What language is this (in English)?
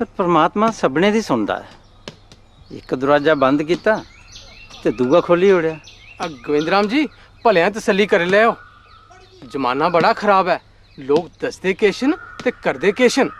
Dogri